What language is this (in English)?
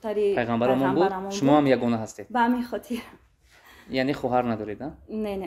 Tajik